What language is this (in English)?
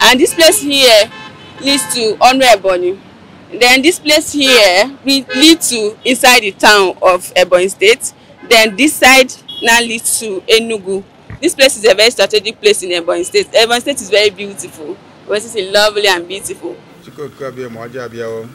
Igbo